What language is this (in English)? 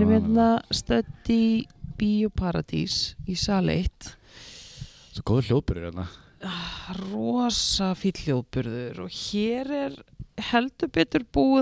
Icelandic